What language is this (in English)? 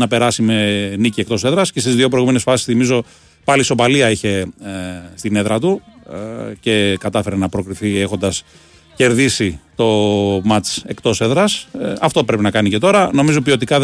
Greek